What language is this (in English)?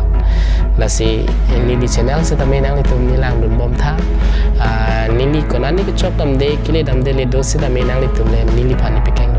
Karbi